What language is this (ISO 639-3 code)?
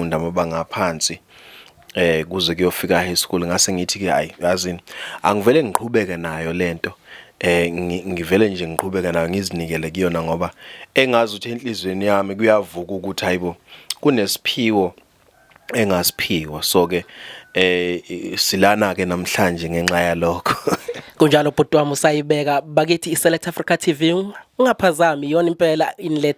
zul